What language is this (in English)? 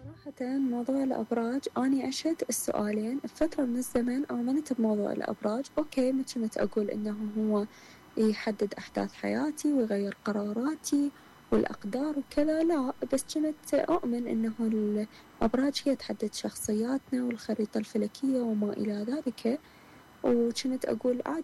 Mesopotamian Arabic